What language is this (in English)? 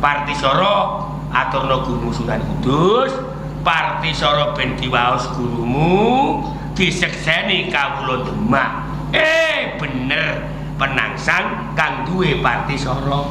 Javanese